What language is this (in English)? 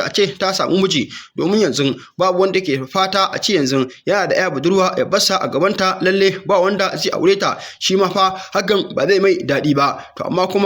Hausa